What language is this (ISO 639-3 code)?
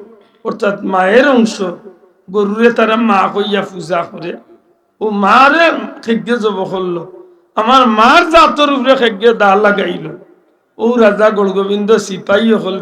syl